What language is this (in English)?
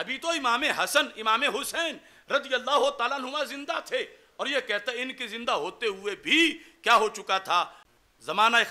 Urdu